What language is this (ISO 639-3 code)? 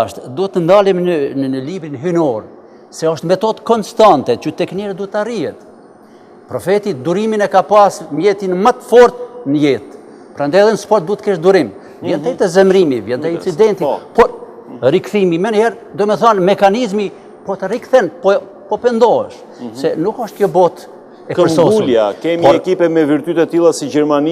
sqi